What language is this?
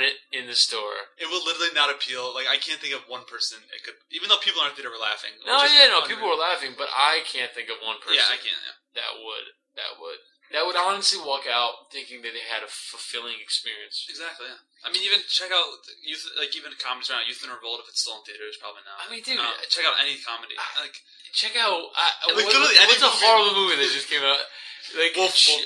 English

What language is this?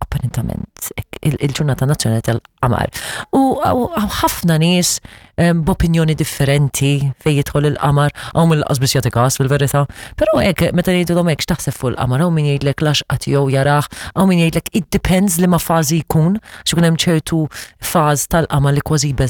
Maltese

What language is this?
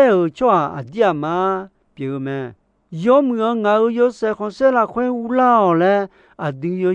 Akha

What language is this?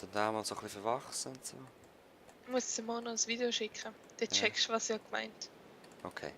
Swiss German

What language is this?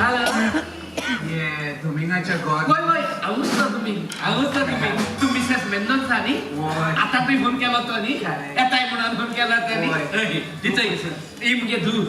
Konkani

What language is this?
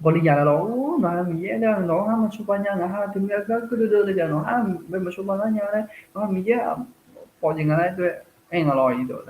Akha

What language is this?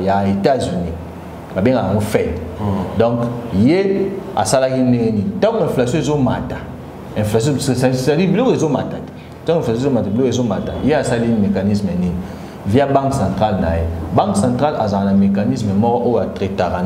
Lingala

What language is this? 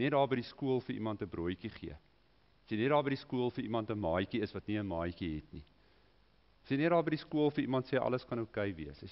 Afrikaans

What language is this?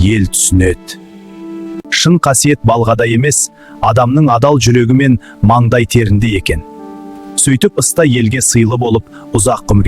Kazakh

